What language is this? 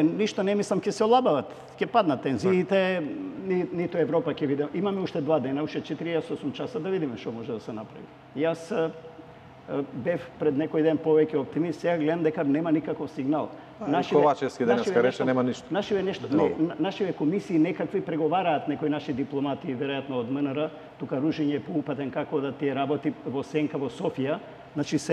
Macedonian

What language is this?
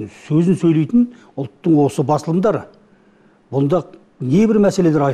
Kazakh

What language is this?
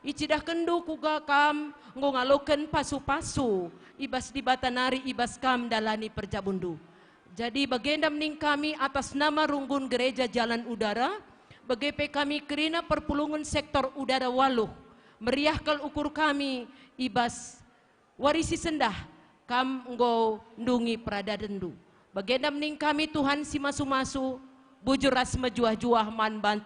Batak Karo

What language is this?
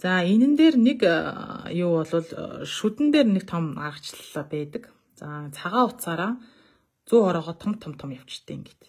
Mongolian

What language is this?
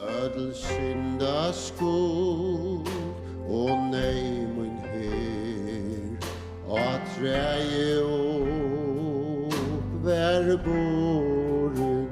Faroese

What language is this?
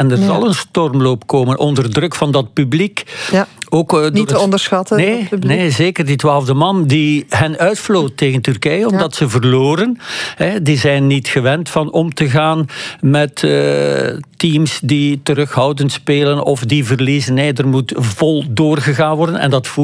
Dutch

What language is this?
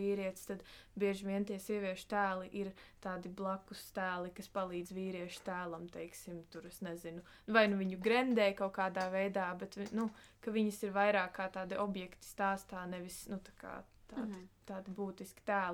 Latvian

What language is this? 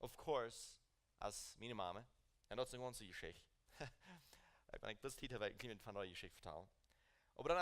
Plautdietsch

